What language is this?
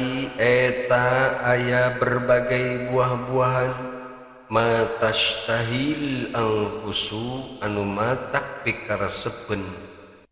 Sundanese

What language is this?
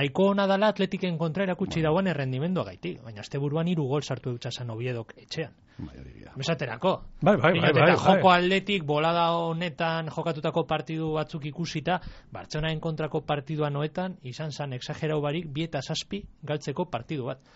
Basque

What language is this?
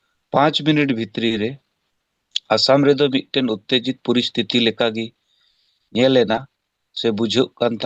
Santali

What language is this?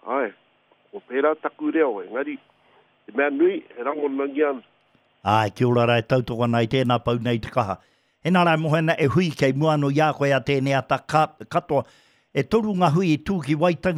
Māori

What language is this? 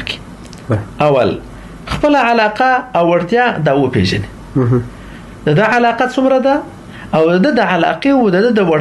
Pashto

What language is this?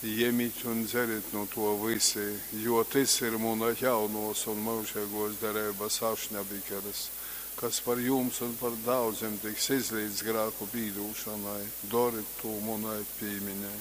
Latgalian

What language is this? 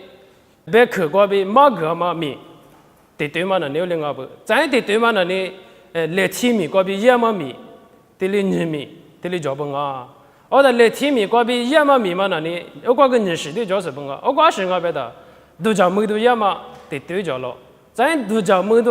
Lisu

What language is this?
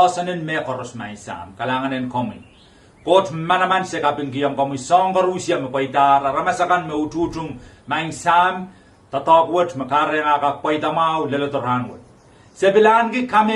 Pohnpeian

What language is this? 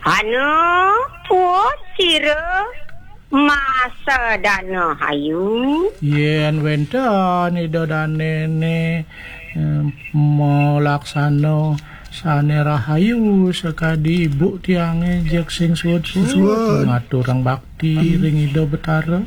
Balinese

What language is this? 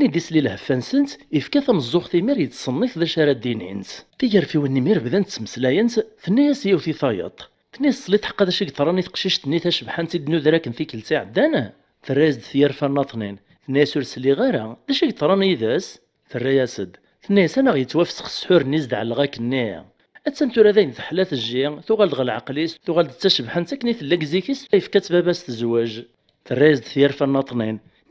Kabyle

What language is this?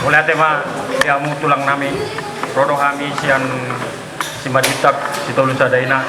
Batak Toba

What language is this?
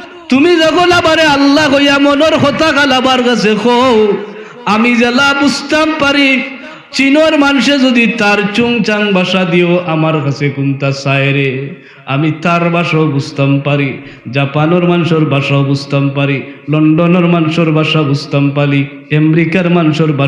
Sylheti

